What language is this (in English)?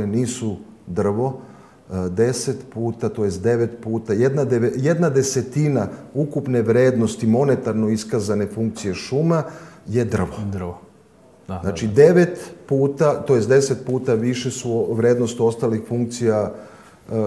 Serbian